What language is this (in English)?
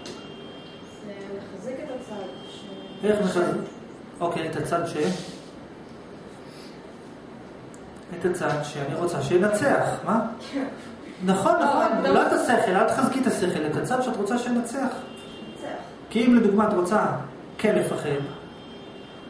Hebrew